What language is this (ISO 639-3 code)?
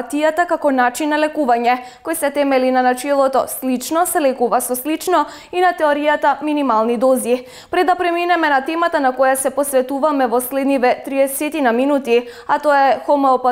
mkd